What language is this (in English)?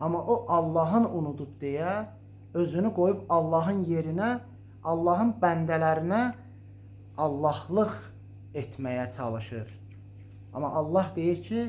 Azerbaijani